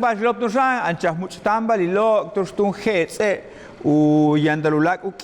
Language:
Yucateco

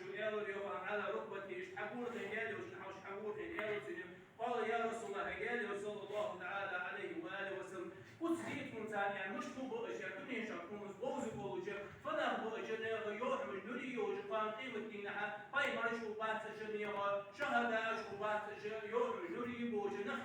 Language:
Ingush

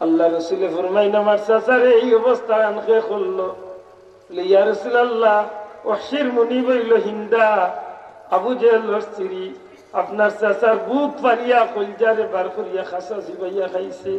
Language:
Sylheti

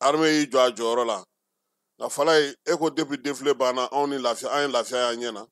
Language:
Bambara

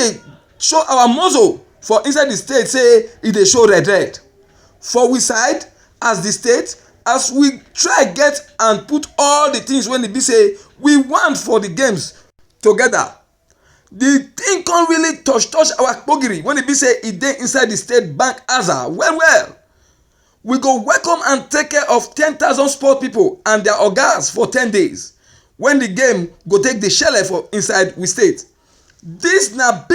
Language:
Nigerian Pidgin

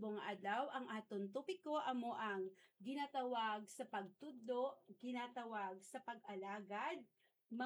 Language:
Hiligaynon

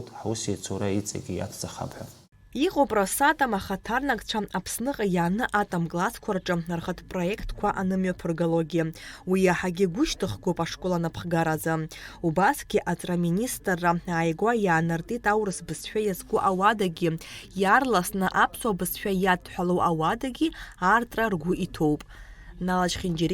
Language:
Abkhazian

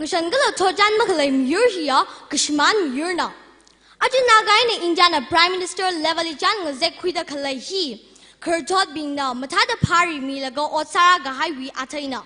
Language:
Tangkhul Naga (India)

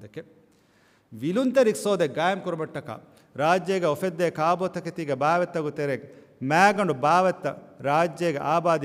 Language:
Divehi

